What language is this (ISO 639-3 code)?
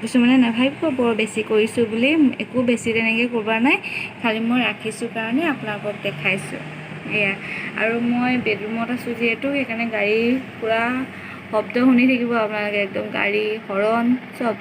asm